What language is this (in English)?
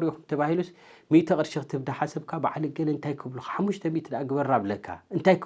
Tigrinya